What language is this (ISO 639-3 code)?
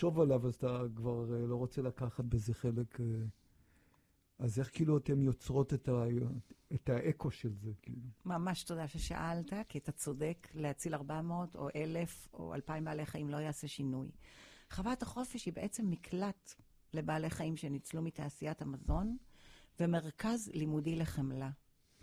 heb